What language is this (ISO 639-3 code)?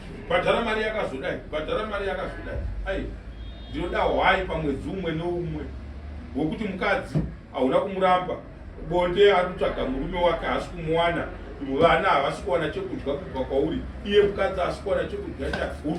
sna